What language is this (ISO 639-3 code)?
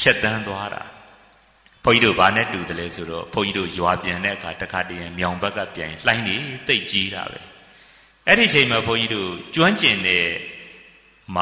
mya